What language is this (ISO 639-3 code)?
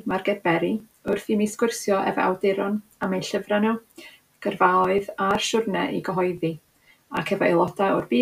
cym